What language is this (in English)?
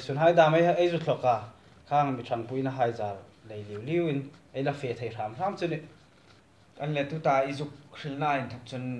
Hmar